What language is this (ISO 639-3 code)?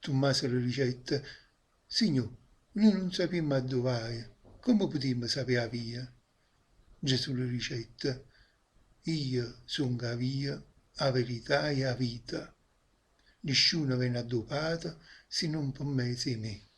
nap